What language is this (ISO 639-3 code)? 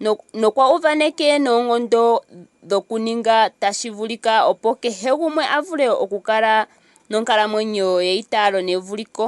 ndo